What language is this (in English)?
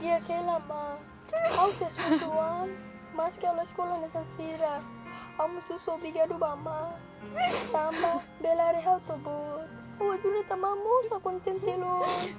Tetum